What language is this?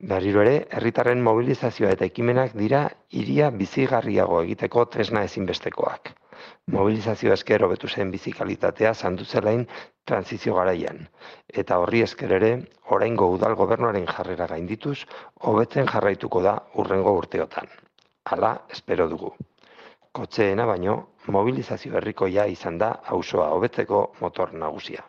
Basque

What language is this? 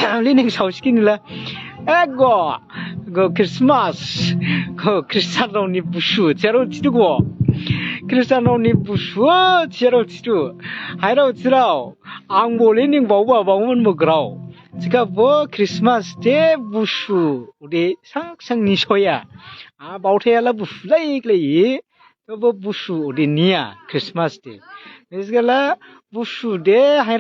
Dimasa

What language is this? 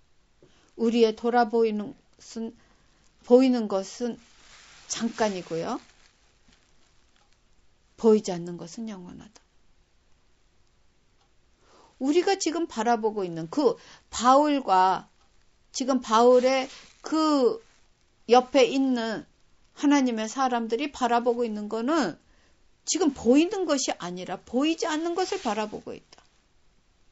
Korean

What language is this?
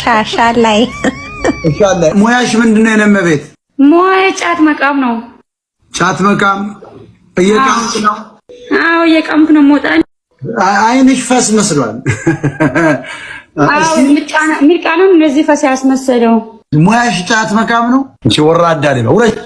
Amharic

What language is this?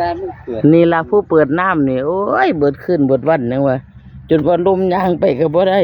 Northeastern Thai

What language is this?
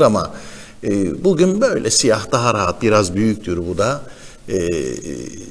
Turkish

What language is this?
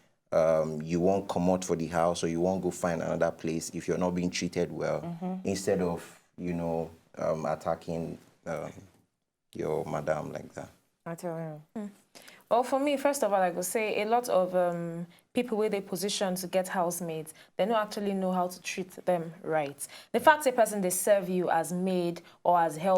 Nigerian Pidgin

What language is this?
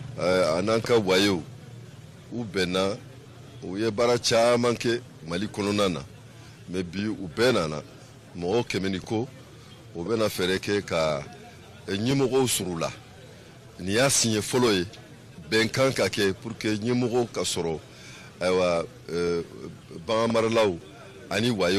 Bambara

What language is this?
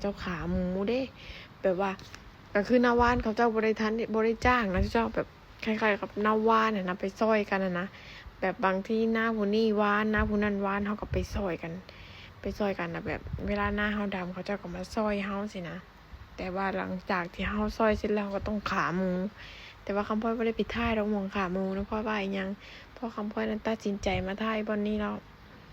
Lao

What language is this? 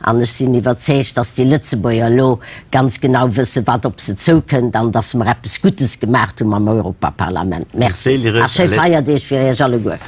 Luxembourgish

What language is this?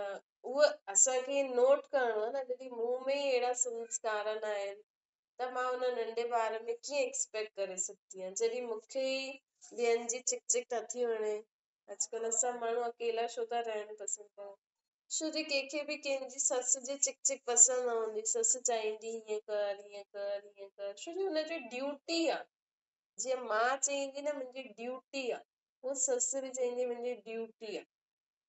Sindhi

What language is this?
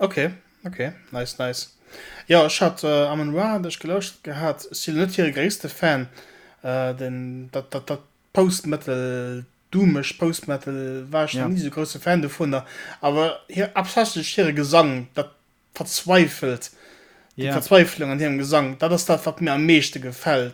Luxembourgish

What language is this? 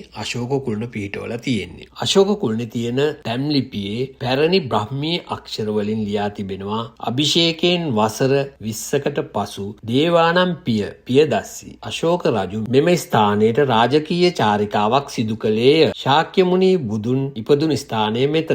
Sinhala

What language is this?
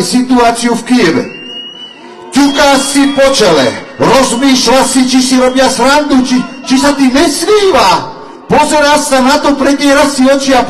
Slovak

